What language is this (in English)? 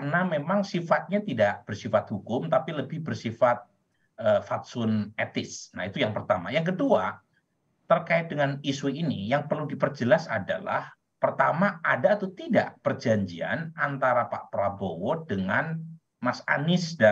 Indonesian